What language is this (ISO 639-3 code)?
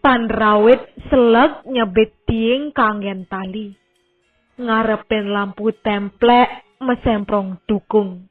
ban